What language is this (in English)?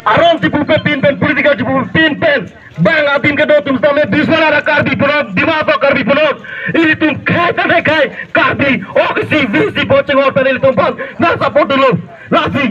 Karbi